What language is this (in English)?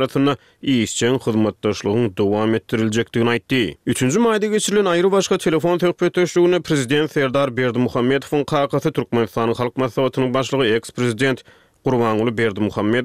Turkmen